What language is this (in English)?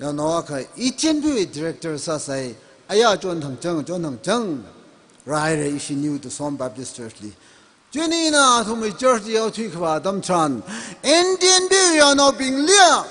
Tangkhul Naga (India)